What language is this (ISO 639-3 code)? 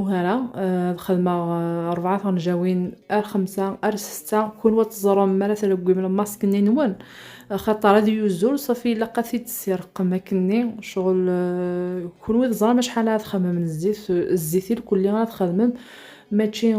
kab